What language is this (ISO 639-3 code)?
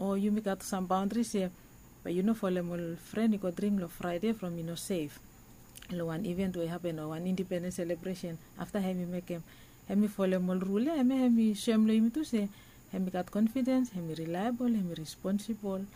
bis